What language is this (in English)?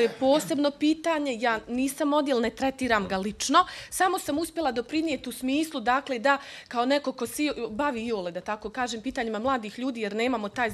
Bosnian